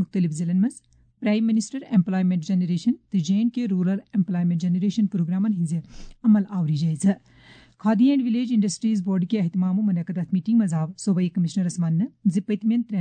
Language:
Kashmiri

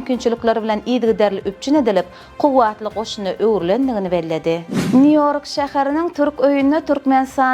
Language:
Turkmen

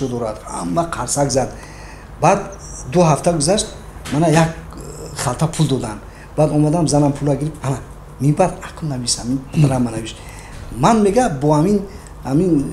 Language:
Tajik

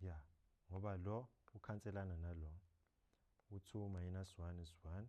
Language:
Zulu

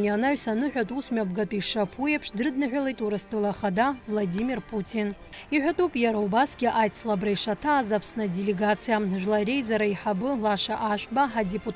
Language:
Abkhazian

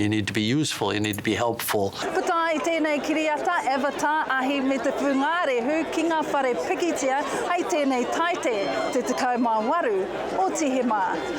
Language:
Māori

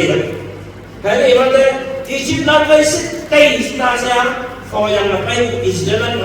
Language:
Naga Pidgin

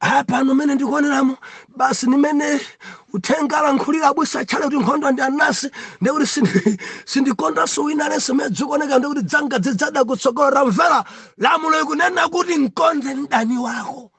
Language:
Nyanja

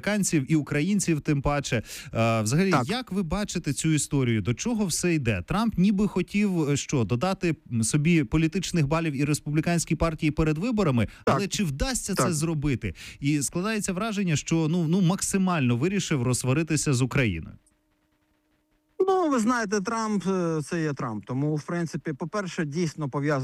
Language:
Ukrainian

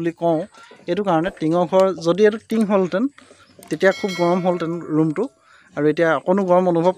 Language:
Assamese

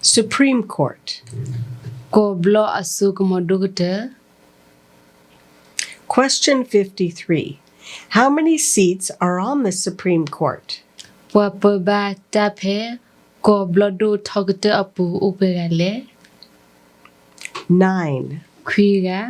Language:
S'gaw Karen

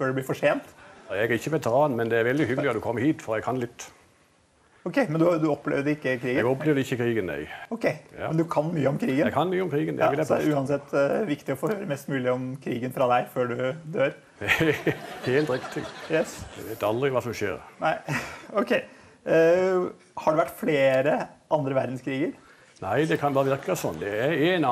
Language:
Norwegian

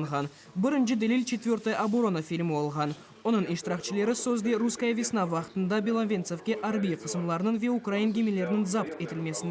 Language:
Crimean Tatar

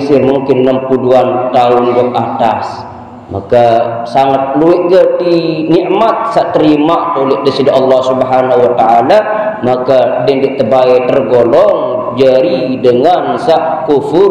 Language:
Sasak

